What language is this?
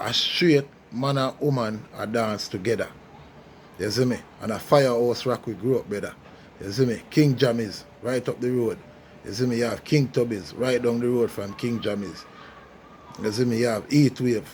Jamaican Creole English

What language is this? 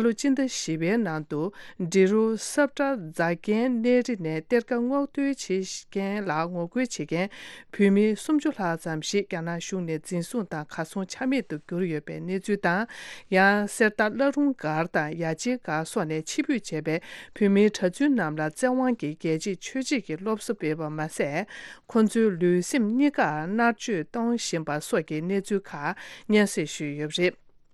Tibetan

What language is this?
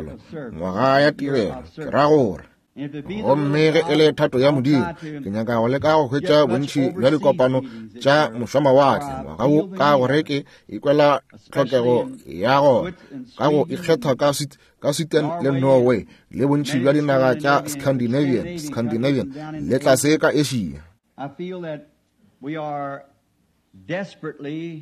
Northern Sotho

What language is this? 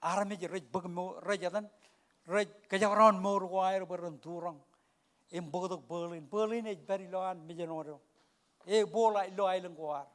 Marshallese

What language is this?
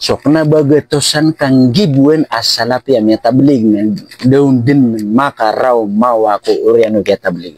Maranao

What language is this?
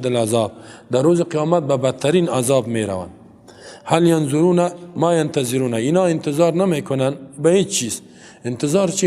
Persian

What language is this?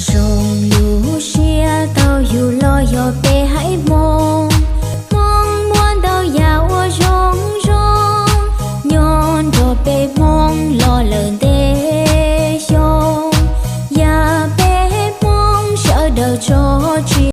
Hmong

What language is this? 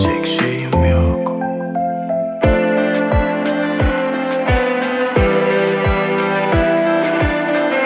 Turkish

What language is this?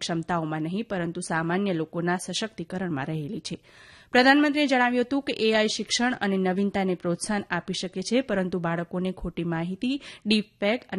Gujarati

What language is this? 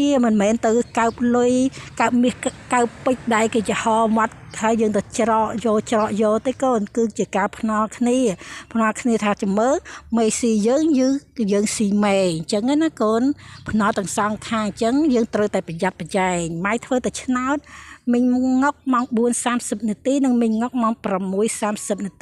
Khmer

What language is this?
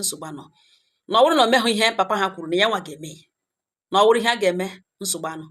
Igbo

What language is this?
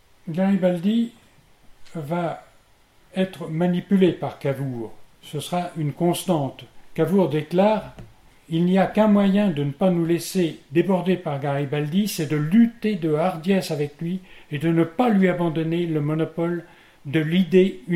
French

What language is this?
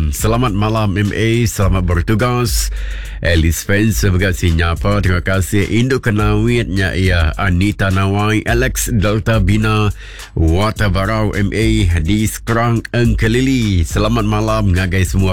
Iban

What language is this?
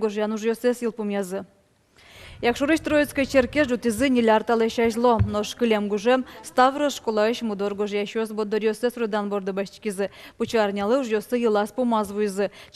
Udmurt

